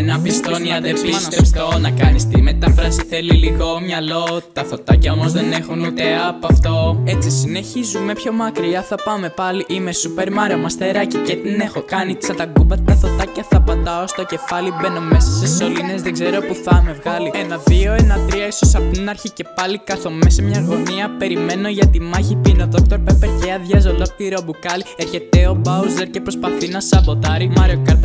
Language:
Greek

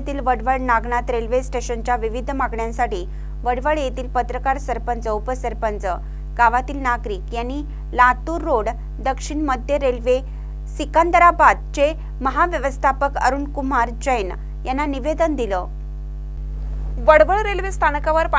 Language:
Marathi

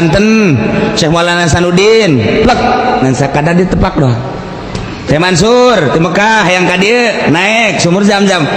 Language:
Sundanese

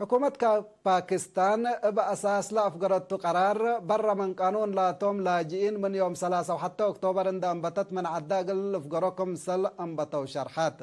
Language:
Tigre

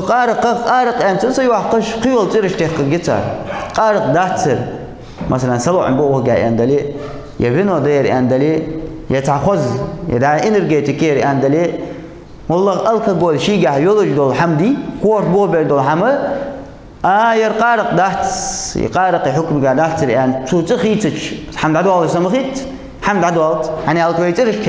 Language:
Ingush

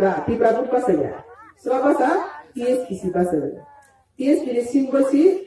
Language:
Riang (India)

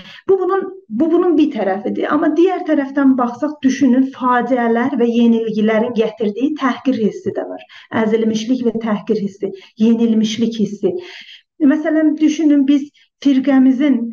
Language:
South Azerbaijani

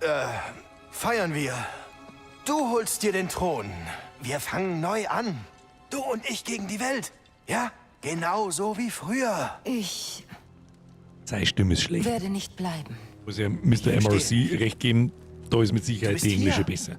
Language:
Bavarian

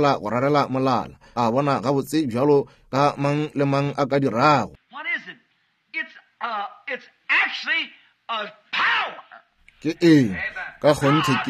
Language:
Northern Sotho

